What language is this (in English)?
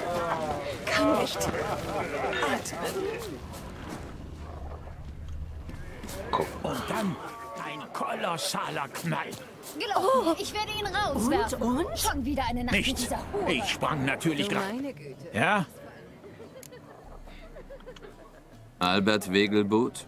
German